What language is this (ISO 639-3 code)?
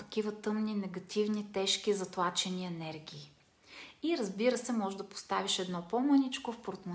bul